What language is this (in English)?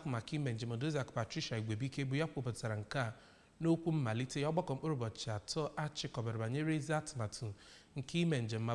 Igbo